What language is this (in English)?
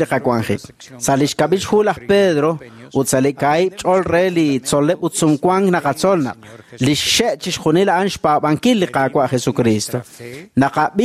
Kekchí